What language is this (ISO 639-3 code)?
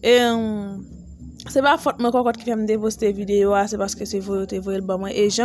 hat